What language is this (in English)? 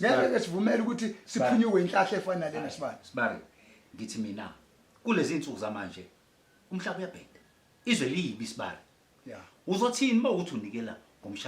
Zulu